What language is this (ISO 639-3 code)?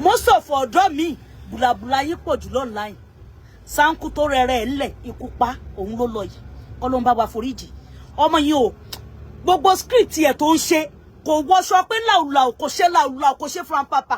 yor